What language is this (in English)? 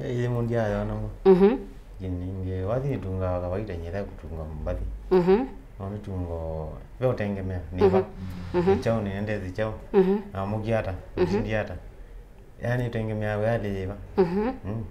Kamba